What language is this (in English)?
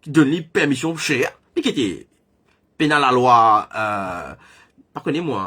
Morisyen